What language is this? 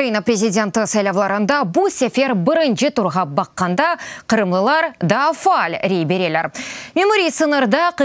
Crimean Tatar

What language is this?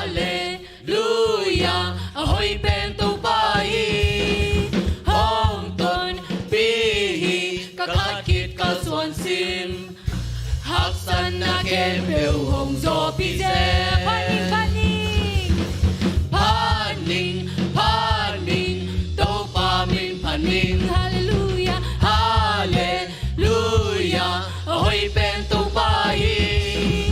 Tedim Chin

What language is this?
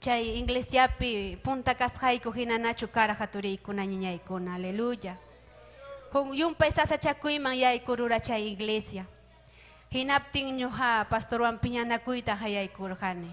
Ayacucho Quechua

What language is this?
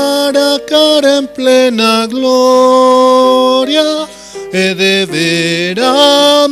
Aymara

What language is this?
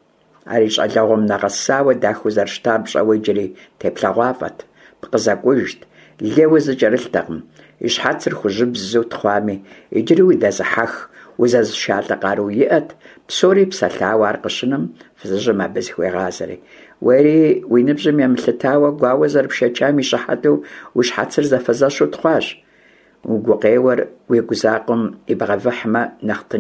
Kabardian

